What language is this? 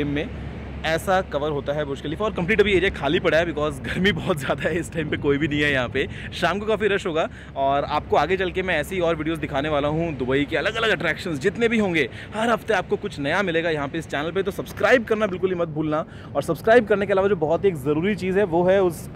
Hindi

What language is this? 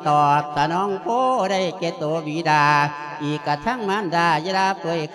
Lao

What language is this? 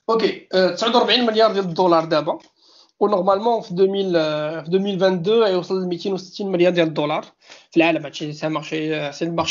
Moroccan Arabic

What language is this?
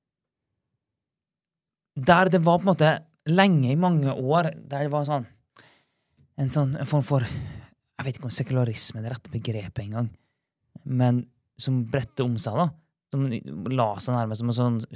Norwegian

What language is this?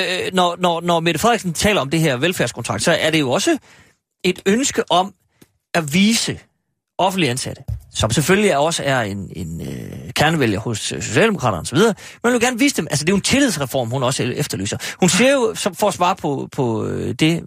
Danish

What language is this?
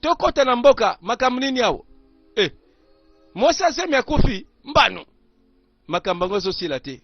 Lingala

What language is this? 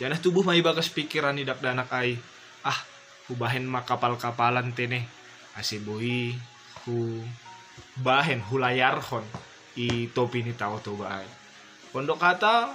Batak Simalungun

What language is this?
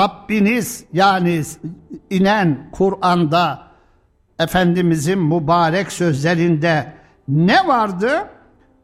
Turkish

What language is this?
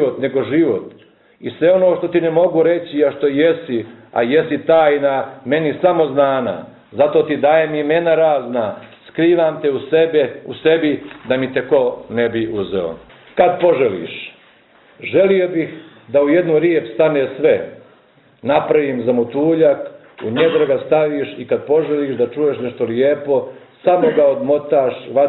Bosnian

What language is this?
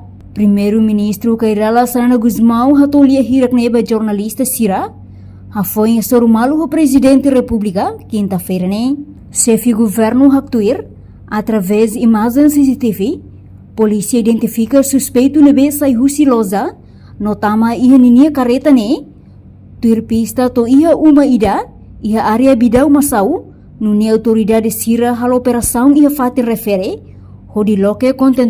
Tetum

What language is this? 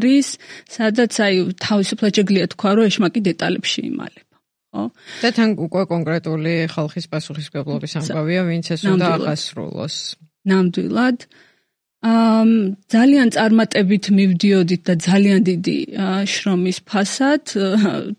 Georgian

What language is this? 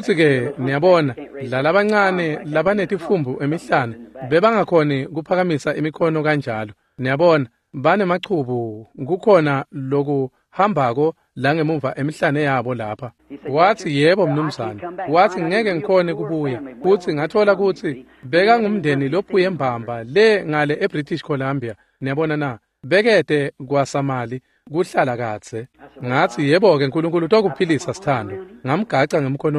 Swati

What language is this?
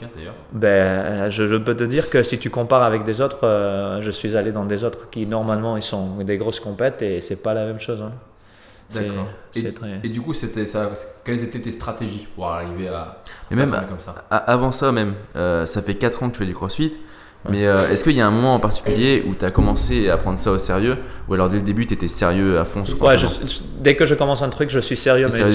French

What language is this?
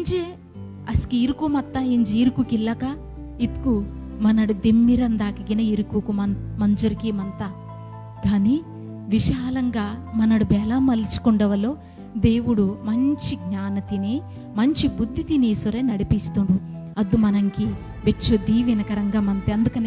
Koya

